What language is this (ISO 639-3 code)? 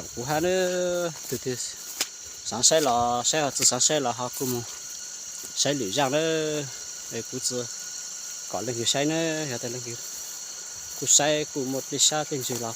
hmn